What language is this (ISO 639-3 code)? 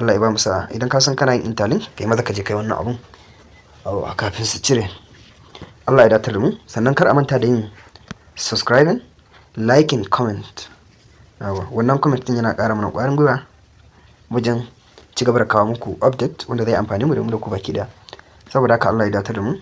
hau